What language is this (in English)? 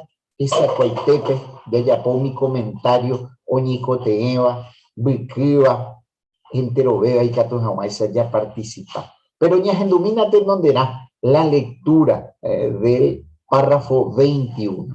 Guarani